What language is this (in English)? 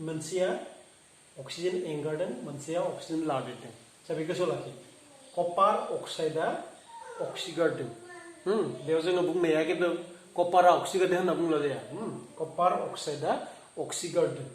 Bodo